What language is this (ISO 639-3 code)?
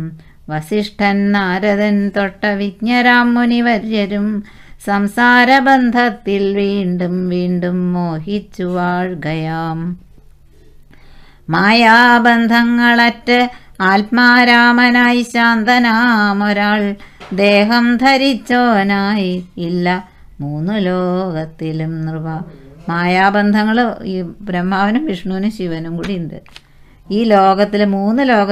mal